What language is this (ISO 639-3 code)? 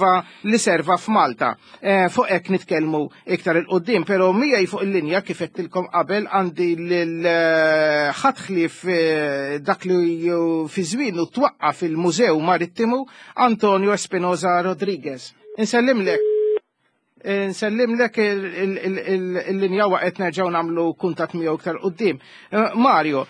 mlt